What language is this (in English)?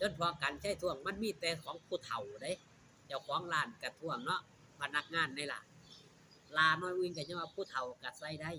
Northeastern Thai